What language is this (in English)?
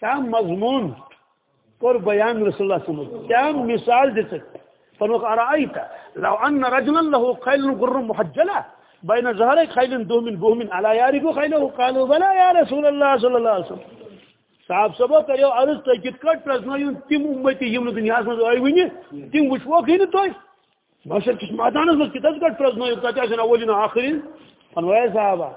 Kashmiri